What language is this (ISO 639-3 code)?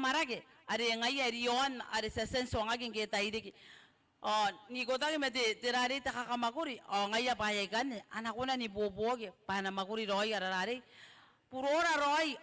gil